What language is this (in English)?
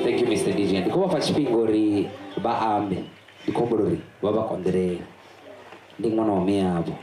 Venda